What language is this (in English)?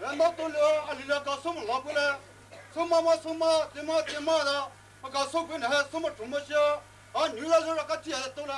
Poumei Naga